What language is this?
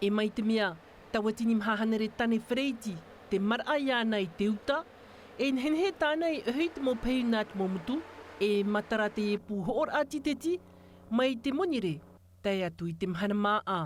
Tahitian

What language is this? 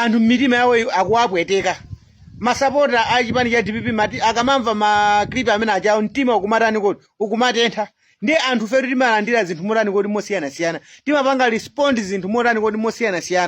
Nyanja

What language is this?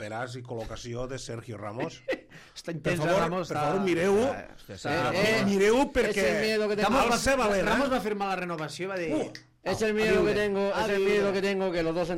Catalan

